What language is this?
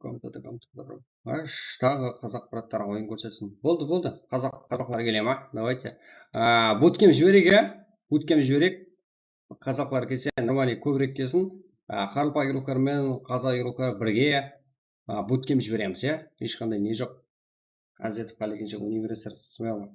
Kara-Kalpak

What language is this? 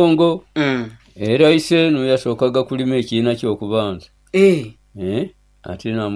Nyoro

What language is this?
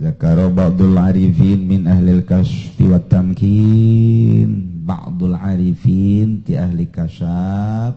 Sundanese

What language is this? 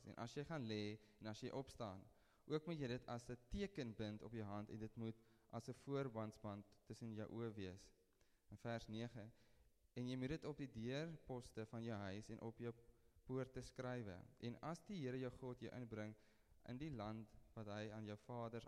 Afrikaans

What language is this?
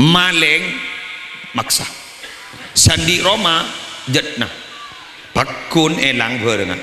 Madurese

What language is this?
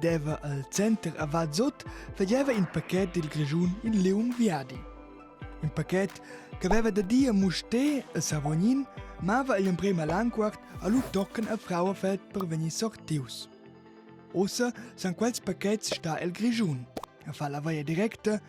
Romansh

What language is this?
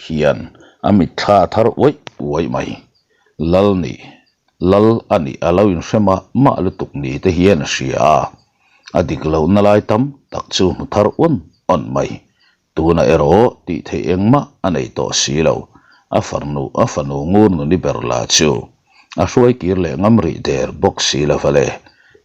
Mizo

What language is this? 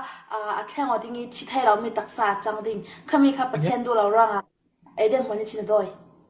Falam Chin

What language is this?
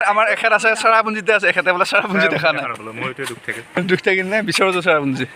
Assamese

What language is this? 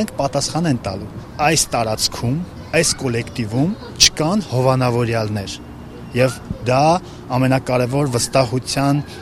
Armenian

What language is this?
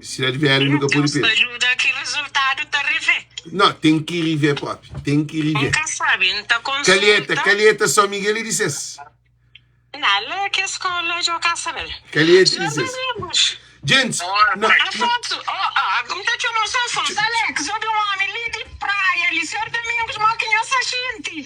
Kabuverdianu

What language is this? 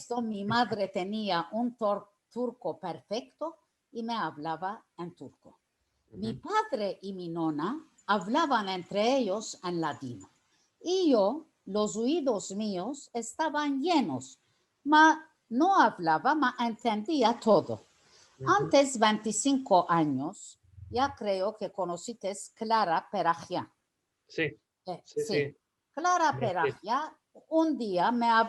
Ladino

